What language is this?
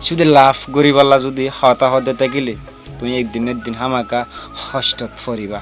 Rohingya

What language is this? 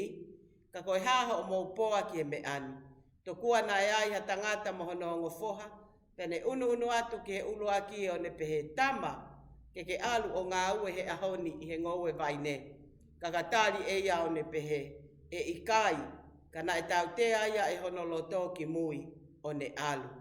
Tongan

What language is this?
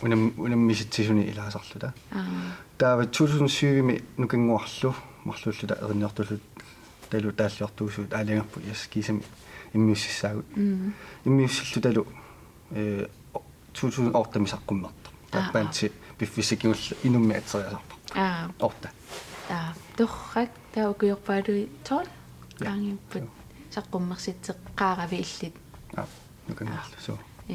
Kalaallisut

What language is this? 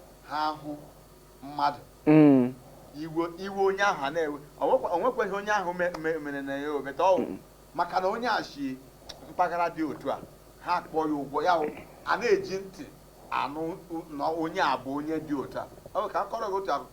Igbo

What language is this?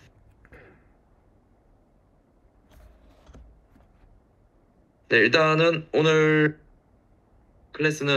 Korean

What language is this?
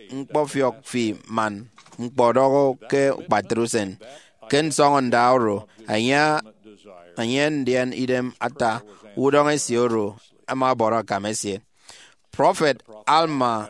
Efik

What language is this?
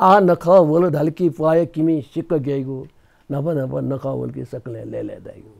Newari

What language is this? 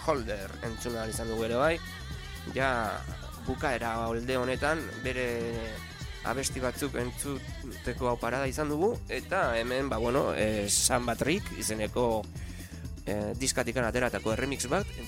Basque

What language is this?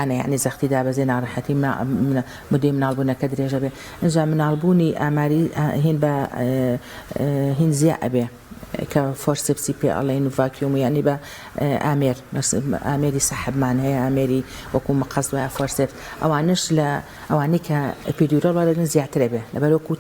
Central Kurdish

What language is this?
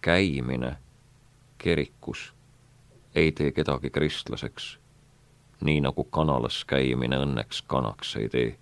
Estonian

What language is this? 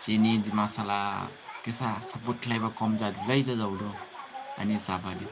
Dimasa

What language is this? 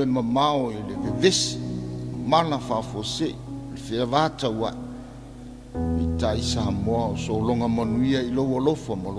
Samoan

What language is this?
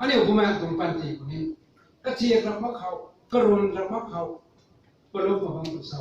Rongmei Naga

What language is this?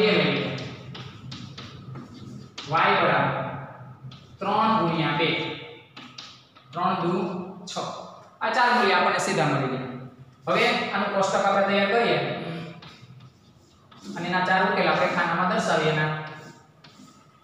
Gujarati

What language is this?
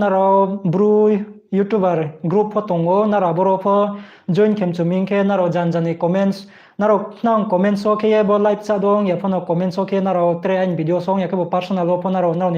Riang (India)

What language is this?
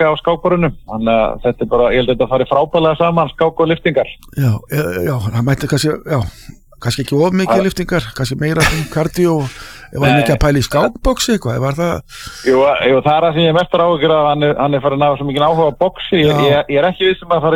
Icelandic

